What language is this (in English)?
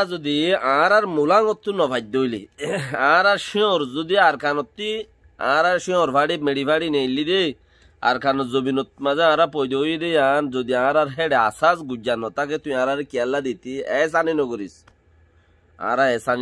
Rohingya